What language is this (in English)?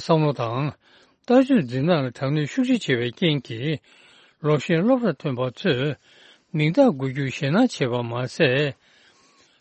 Tibetan